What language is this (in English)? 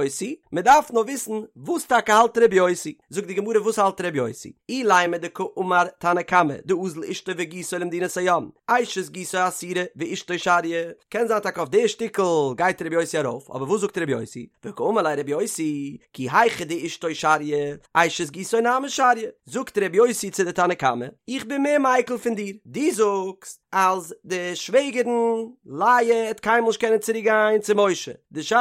Yiddish